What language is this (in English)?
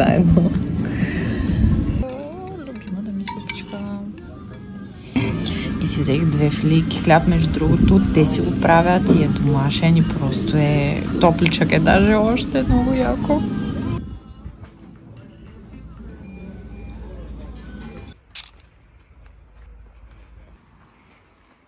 Bulgarian